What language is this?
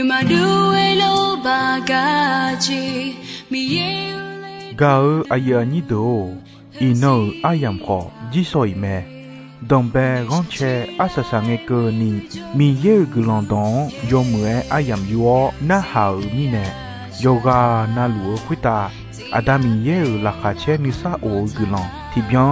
Akha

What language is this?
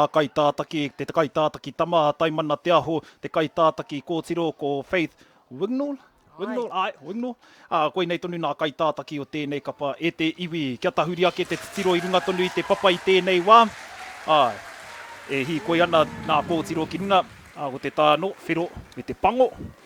Māori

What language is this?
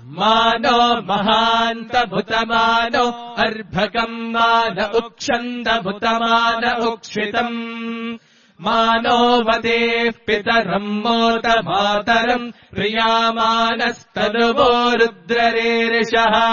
Sanskrit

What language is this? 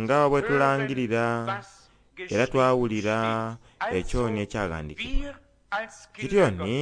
Soga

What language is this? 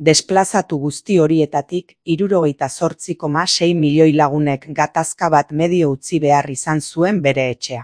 Basque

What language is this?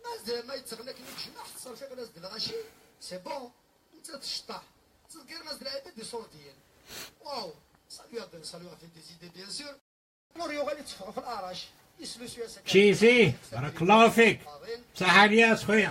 Kabyle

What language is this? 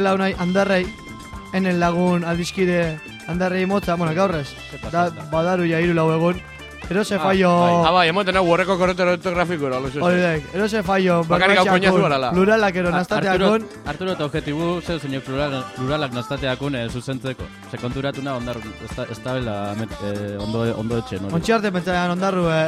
Basque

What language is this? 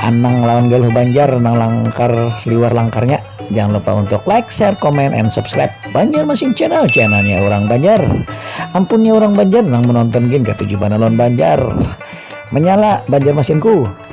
Banjar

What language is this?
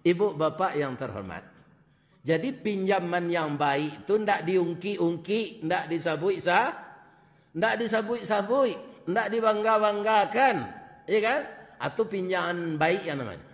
Minangkabau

